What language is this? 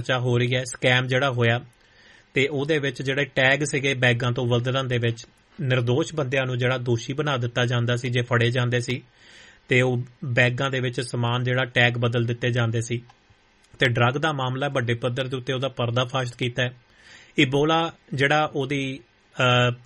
Punjabi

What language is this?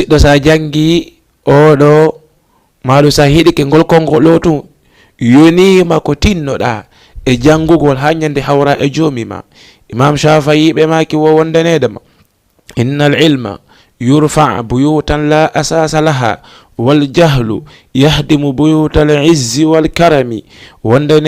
Fula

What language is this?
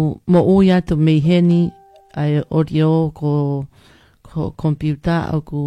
Tongan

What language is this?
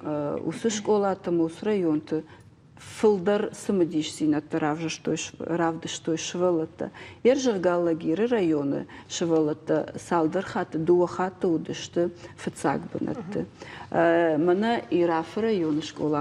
Ossetic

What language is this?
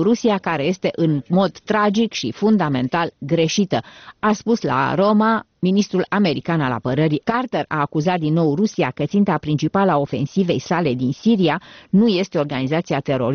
Romanian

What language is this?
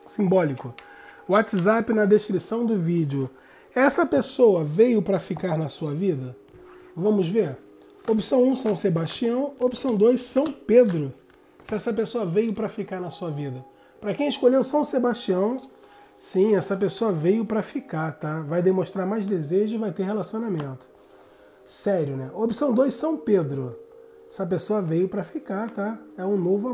Portuguese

